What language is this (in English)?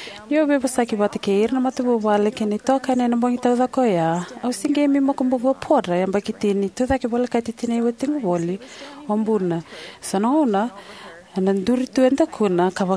Fijian